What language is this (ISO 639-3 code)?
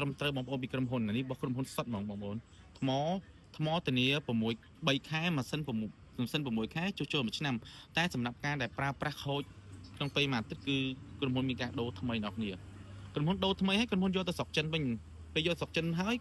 khm